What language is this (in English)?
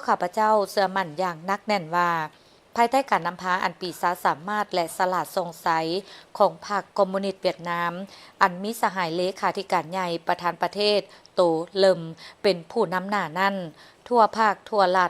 Lao